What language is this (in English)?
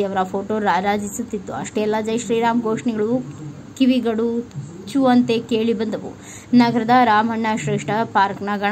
Kannada